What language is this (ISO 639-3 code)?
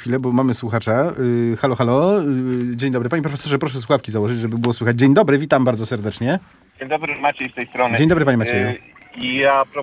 pol